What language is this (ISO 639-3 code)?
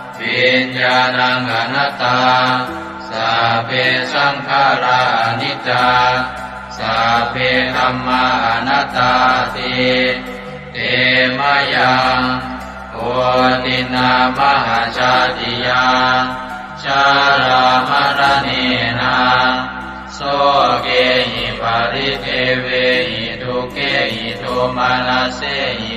pli